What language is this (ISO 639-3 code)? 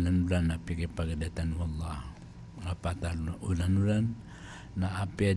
mrw